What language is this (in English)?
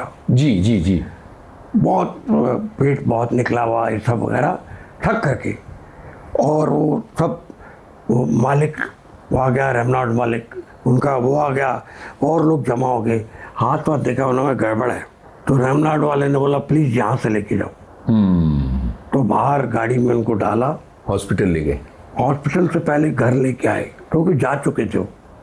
Hindi